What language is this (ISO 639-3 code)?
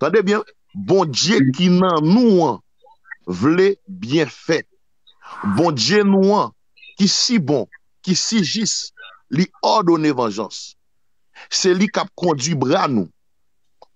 hat